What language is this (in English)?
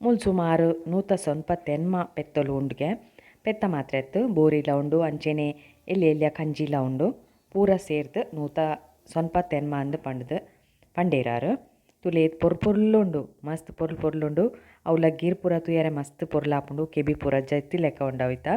Tulu